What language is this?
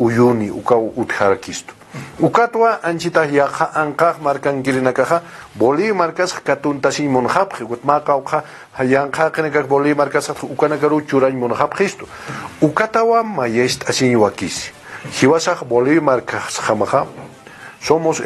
Aymara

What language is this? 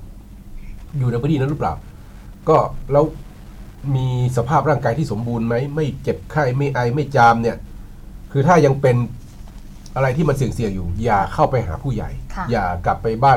Thai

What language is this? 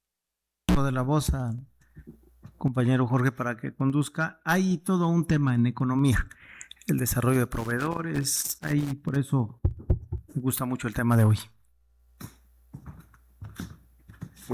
Spanish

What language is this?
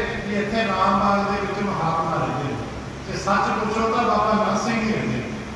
Punjabi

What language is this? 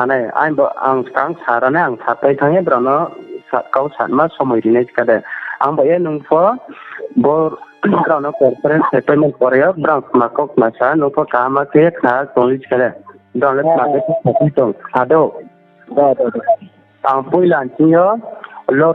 Riang (India)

